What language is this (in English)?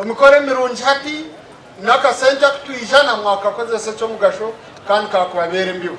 Nyankole